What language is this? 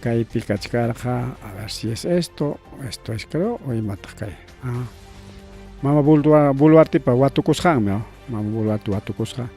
Ayacucho Quechua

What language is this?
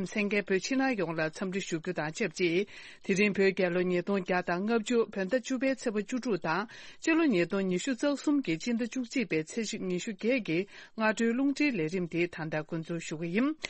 Tibetan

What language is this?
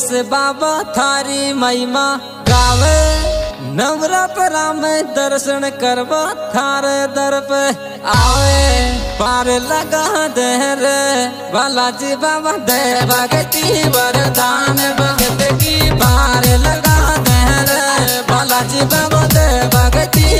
Rajasthani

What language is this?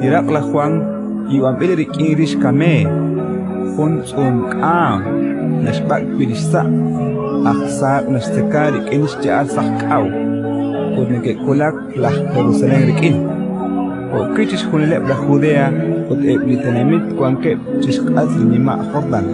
Kekchí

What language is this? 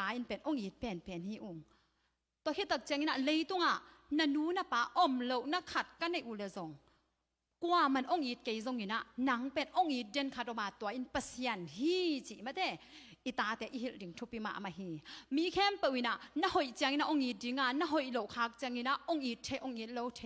Tedim Chin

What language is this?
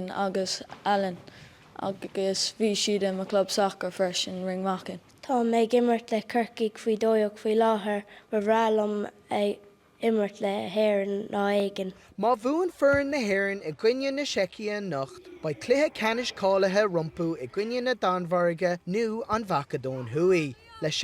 Irish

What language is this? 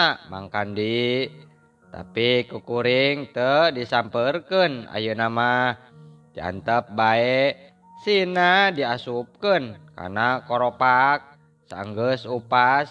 Sundanese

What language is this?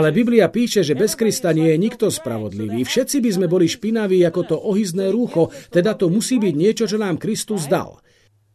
Slovak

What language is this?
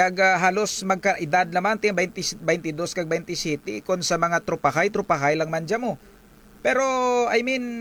Kinaray-a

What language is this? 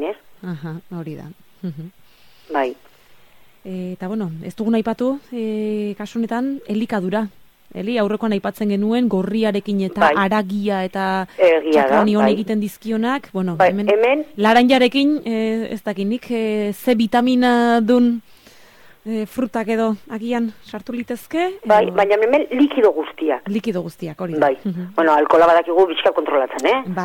Basque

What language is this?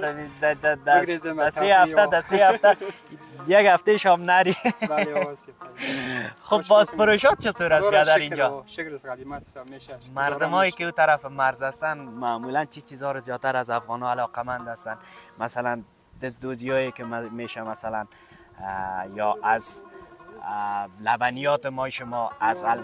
Persian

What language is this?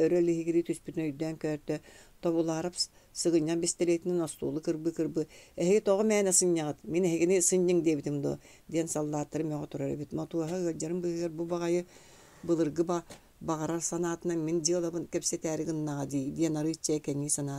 Yakut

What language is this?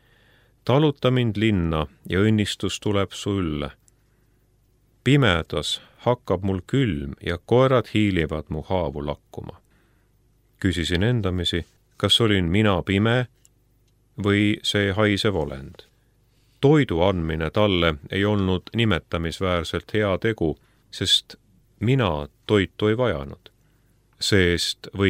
Estonian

